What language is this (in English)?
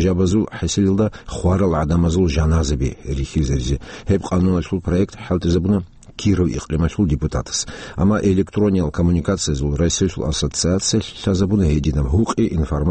Avaric